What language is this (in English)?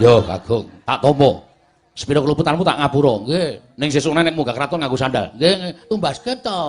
Javanese